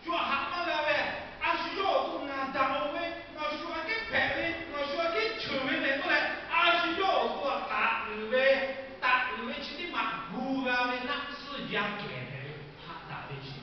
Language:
Lahu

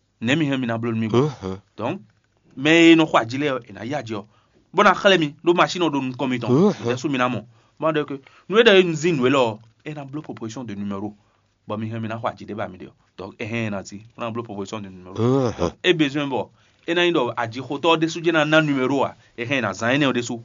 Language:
Fon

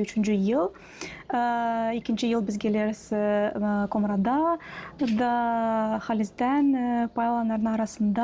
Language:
Gagauz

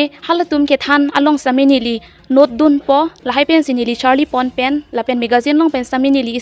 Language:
Karbi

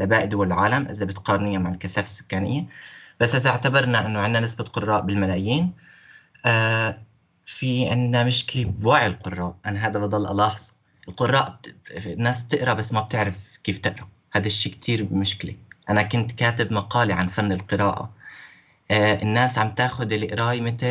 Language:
North Levantine Arabic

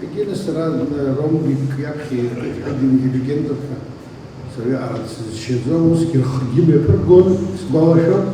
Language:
Abkhazian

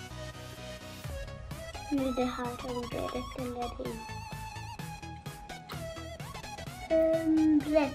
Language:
Swedish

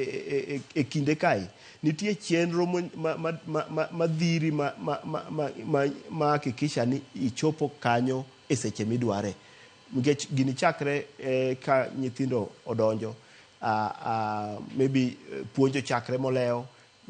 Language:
Luo (Kenya and Tanzania)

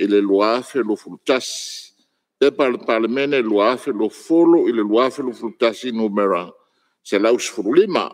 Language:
Samoan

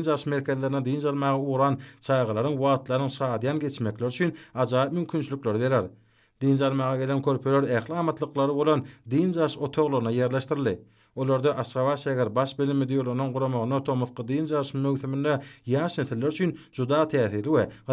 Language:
Turkmen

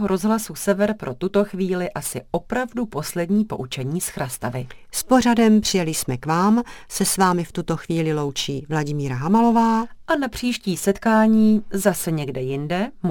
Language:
Czech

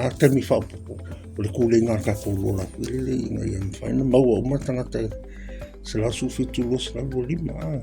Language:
Samoan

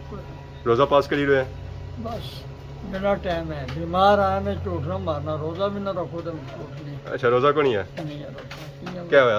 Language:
Pahari-Potwari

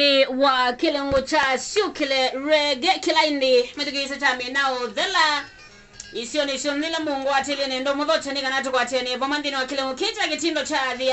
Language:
Kamba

